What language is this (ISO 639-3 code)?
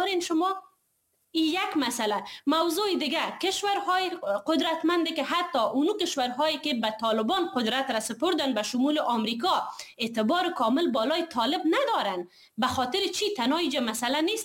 fas